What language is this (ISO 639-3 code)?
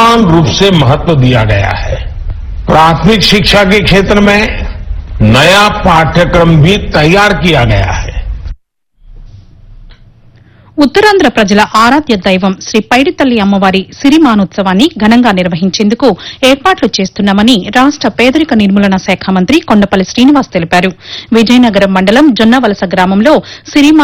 tel